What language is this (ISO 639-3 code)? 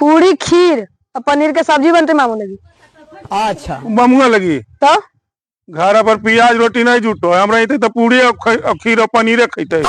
mag